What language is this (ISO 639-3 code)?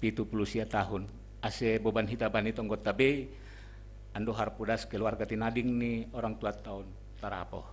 bts